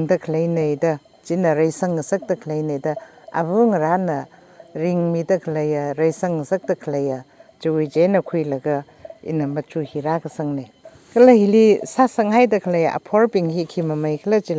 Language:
Tangkhul Naga (India)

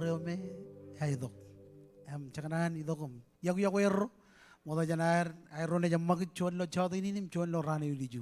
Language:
Marshallese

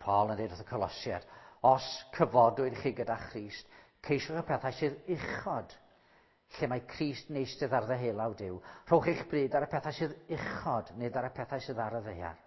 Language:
Welsh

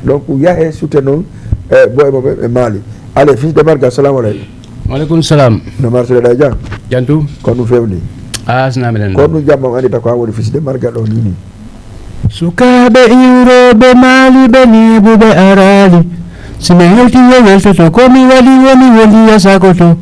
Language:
Fula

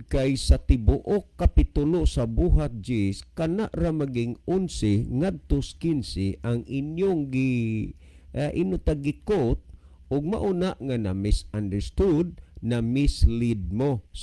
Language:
Cebuano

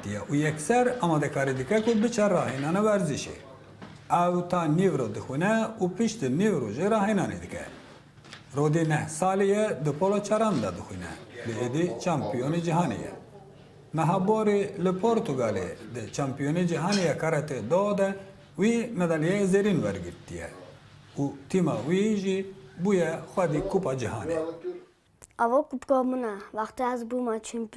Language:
Kurdish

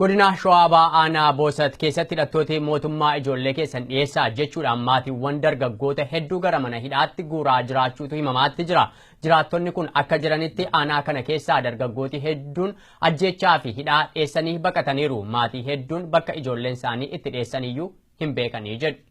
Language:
Oromo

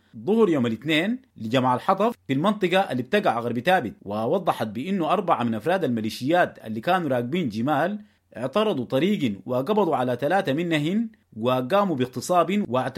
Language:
Sudanese Arabic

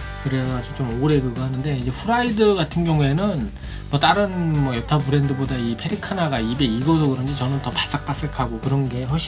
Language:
Korean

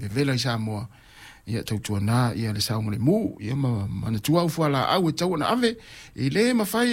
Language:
Samoan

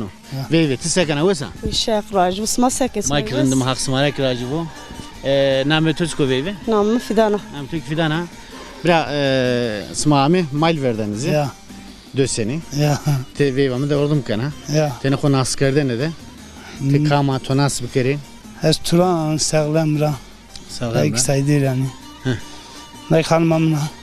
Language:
Zaza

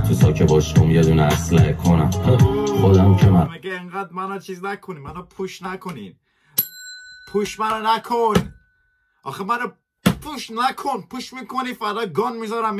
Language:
Persian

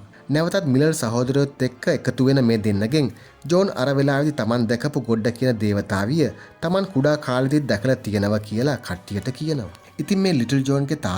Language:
Sinhala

